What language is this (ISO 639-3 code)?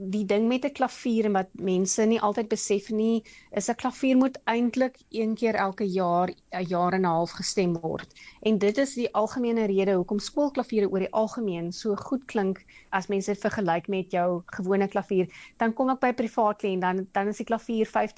afr